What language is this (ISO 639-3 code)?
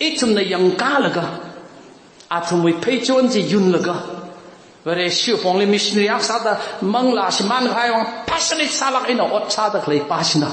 nmf